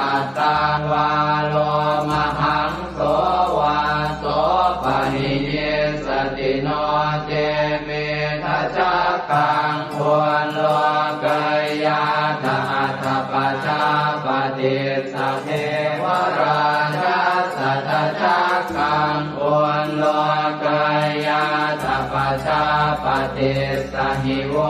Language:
Pali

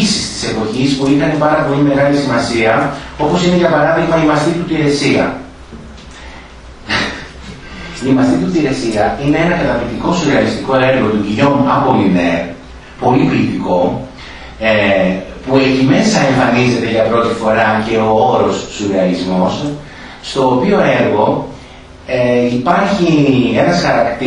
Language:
Greek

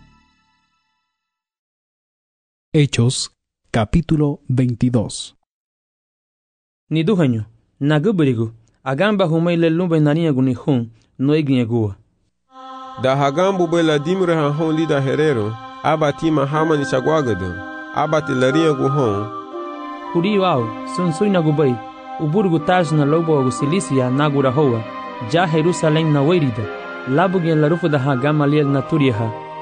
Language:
Garifuna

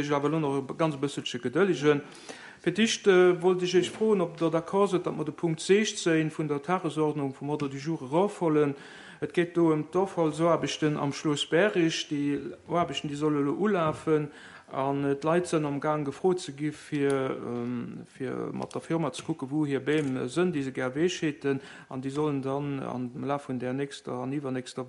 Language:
Luxembourgish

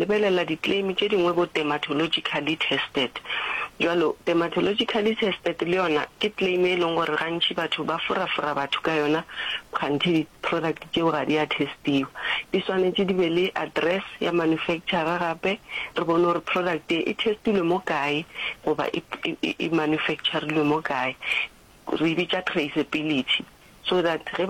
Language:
Northern Sotho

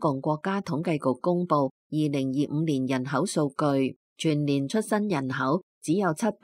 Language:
Cantonese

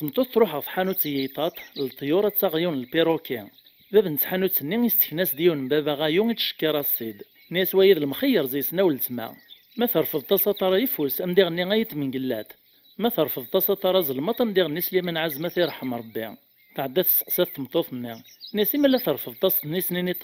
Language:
Kabyle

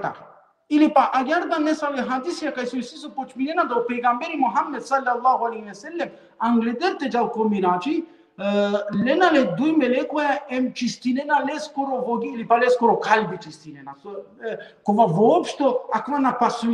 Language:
Balkan Romani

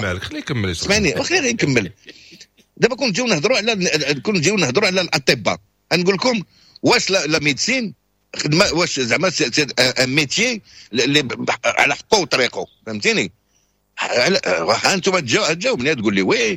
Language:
Moroccan Arabic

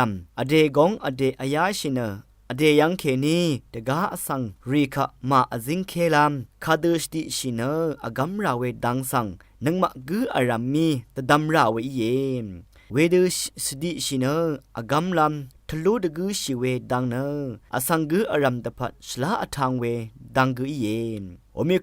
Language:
Rawang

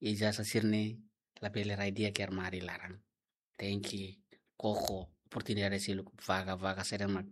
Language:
Tetum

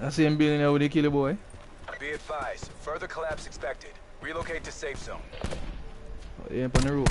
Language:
Jamaican Creole English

